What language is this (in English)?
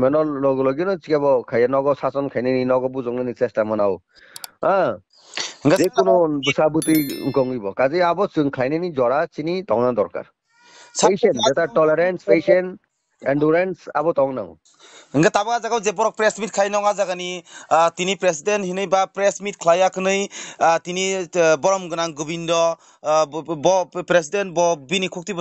Kok Borok